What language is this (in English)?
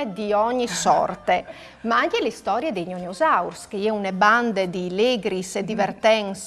Friulian